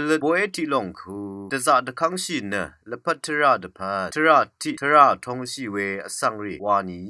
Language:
Rawang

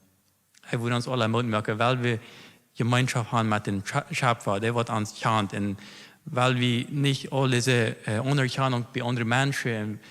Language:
Plautdietsch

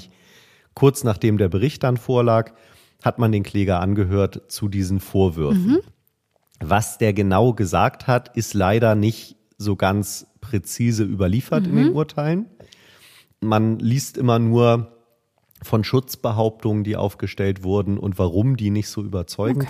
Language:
German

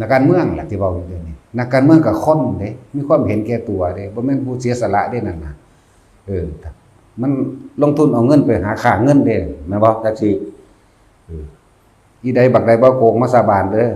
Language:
Northeastern Thai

